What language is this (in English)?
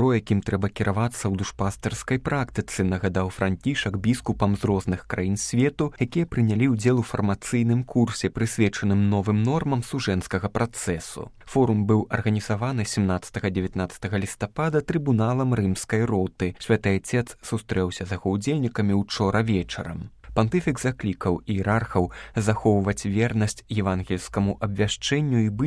Belarusian